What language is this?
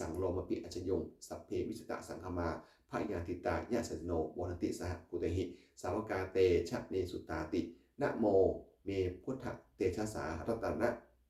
Pali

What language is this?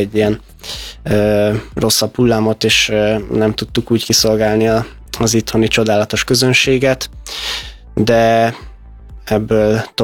Hungarian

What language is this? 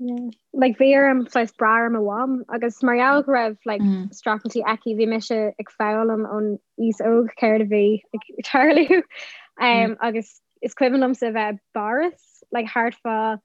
Irish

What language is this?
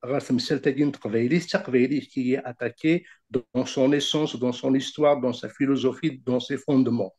Kabyle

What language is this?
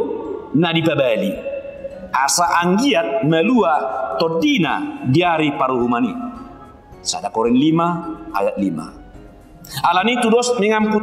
Batak Toba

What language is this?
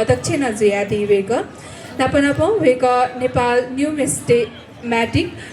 Newari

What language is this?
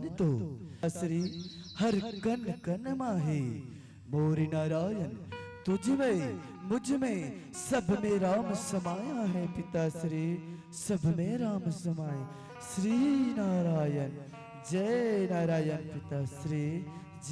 Chhattisgarhi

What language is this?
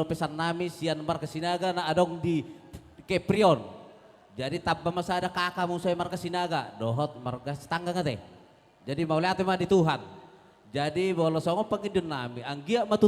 Batak Toba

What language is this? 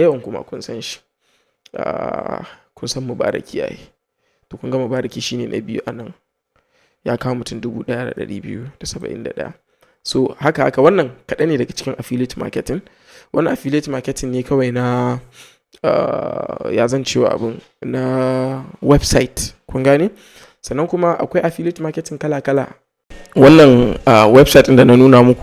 Hausa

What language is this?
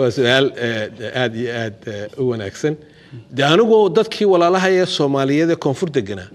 Somali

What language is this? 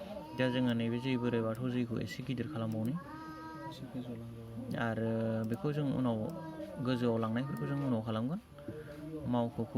Bodo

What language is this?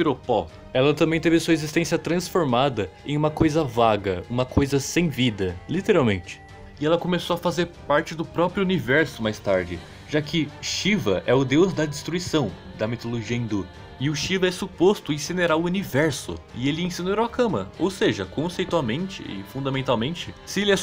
Portuguese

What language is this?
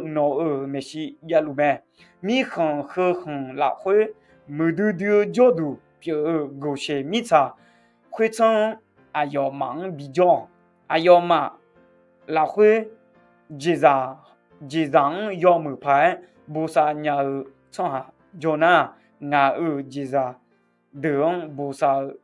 Akha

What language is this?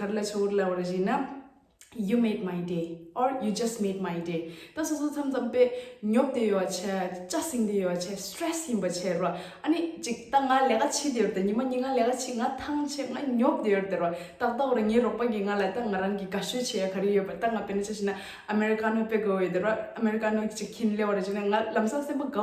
Tibetan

